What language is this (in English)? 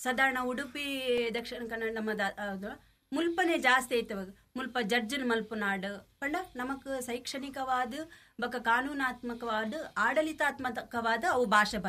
Tulu